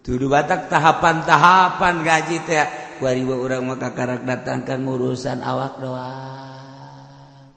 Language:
Sundanese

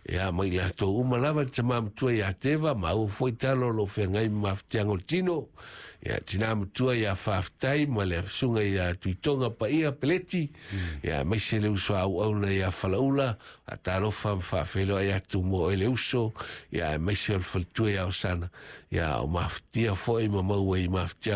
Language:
Samoan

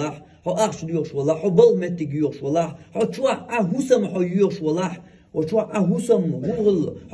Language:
Chechen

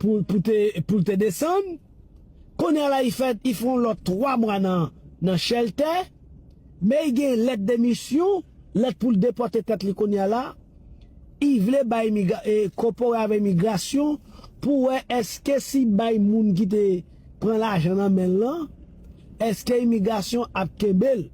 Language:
Haitian Creole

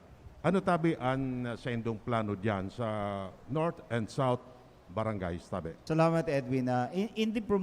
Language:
Bikol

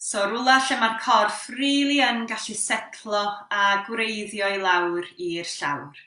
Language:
Welsh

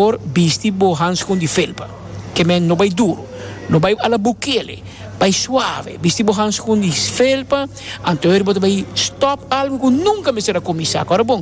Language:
Papiamento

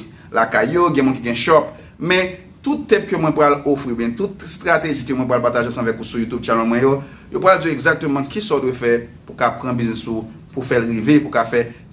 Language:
Haitian Creole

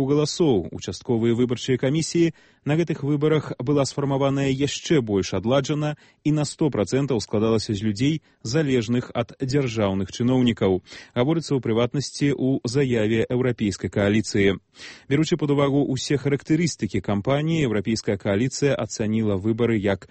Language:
Belarusian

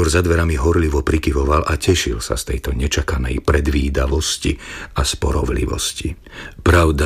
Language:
Slovak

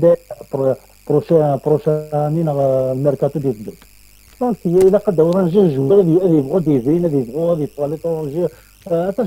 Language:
Kabyle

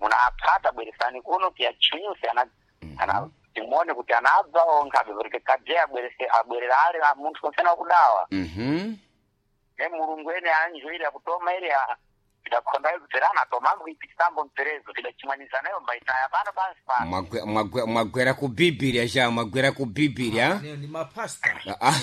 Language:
Sena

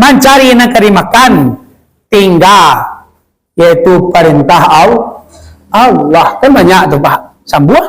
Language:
Minangkabau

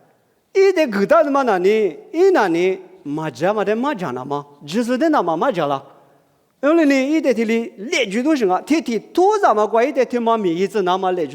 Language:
Lisu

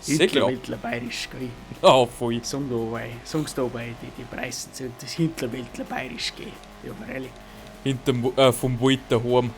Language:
Bavarian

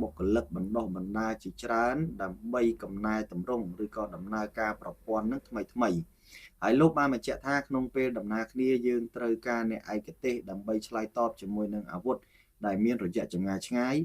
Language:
Khmer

